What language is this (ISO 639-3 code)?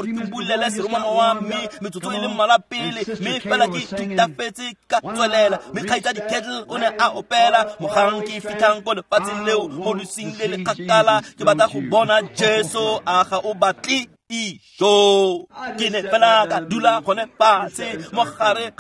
tsn